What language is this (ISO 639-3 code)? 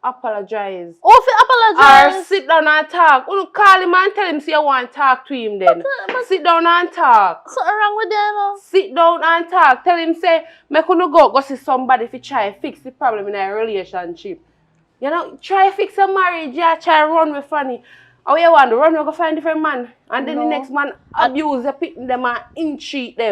jam